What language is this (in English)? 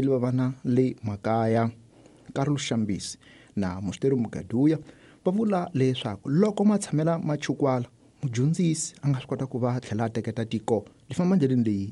Tsonga